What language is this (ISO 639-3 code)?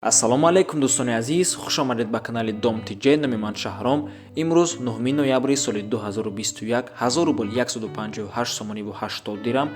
tgk